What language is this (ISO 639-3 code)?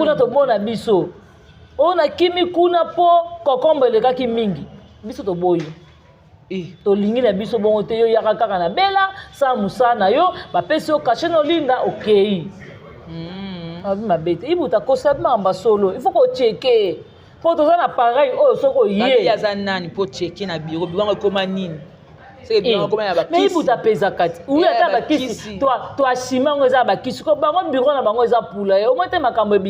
lin